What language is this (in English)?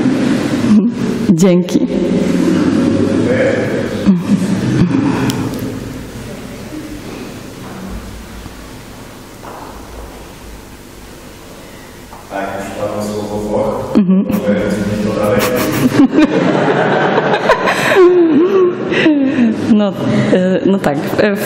Polish